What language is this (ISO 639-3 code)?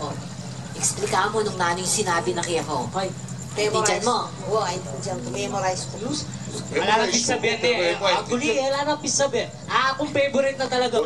pam